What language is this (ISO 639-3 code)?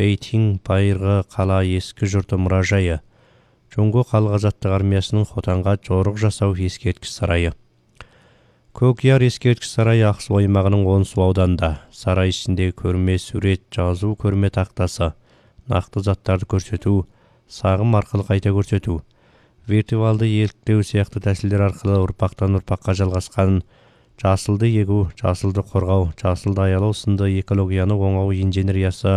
kaz